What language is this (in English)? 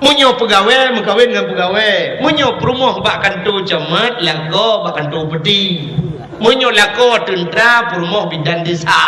Achinese